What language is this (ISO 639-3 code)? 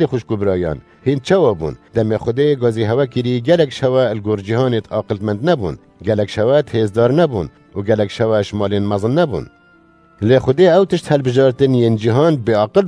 kur